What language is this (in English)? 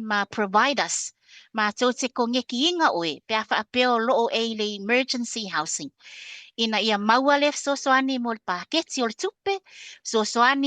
Samoan